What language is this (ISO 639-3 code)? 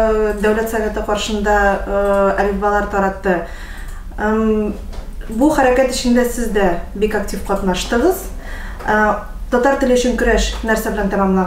tat